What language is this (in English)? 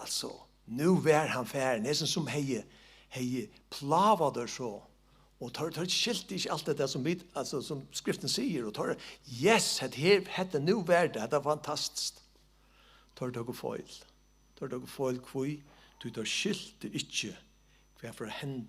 Faroese